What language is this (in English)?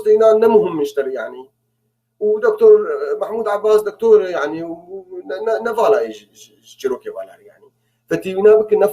North Levantine Arabic